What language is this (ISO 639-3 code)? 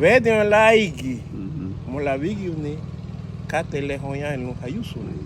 cab